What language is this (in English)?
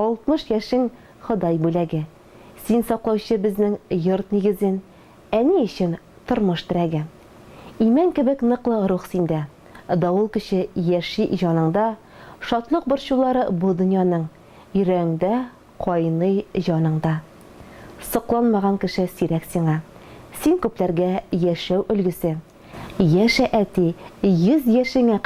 Tatar